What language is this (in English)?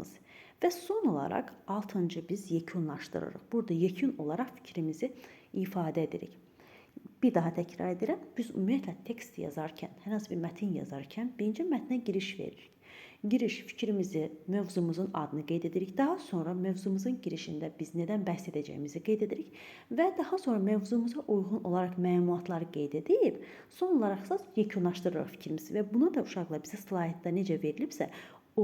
Azerbaijani